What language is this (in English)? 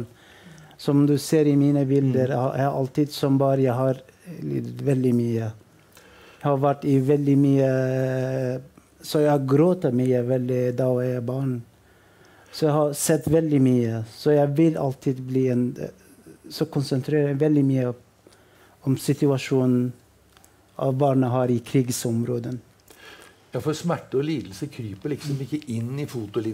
Norwegian